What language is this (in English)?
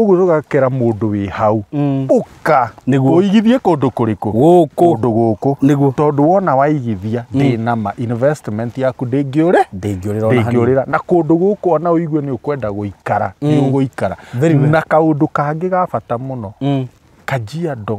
Kikuyu